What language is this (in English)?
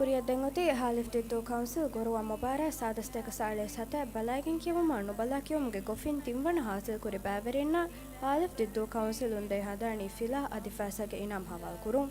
Divehi